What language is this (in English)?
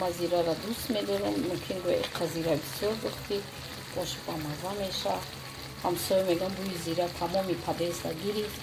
Tajik